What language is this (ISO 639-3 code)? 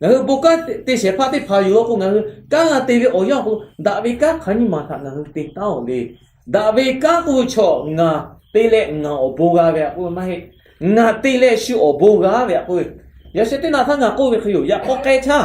lhu